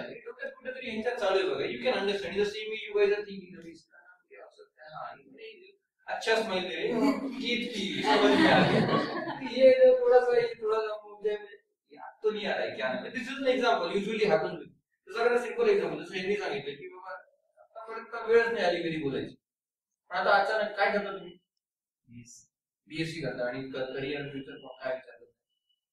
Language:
Marathi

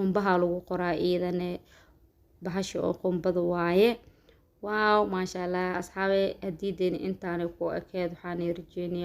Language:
Somali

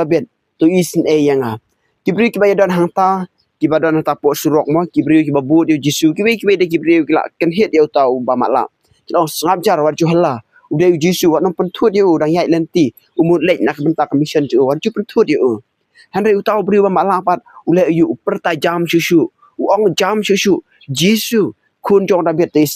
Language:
Khasi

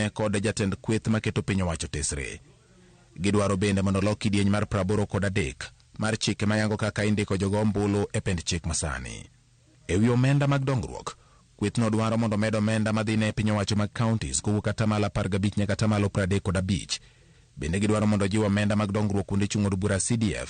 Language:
Luo (Kenya and Tanzania)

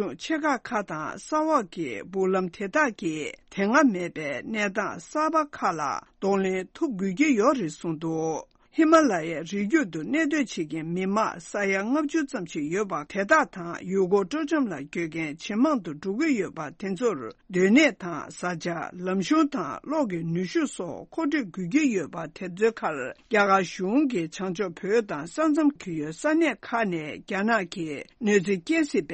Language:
Tibetan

